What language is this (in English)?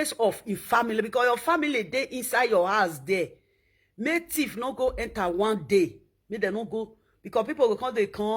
Nigerian Pidgin